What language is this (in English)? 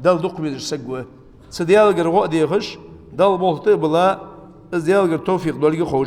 Ingush